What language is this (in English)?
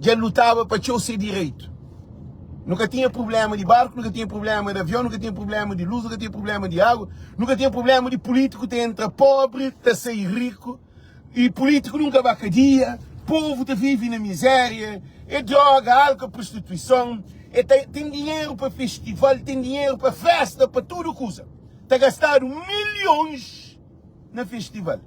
Kabuverdianu